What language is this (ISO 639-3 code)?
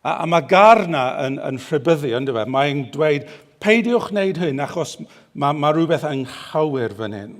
cym